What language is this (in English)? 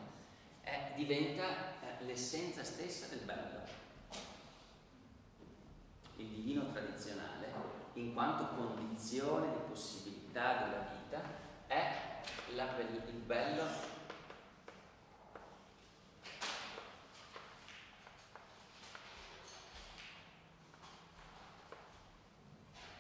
Italian